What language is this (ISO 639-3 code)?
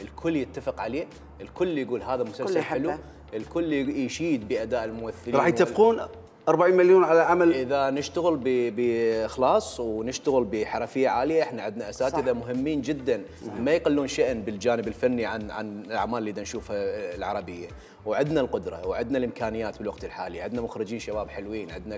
acm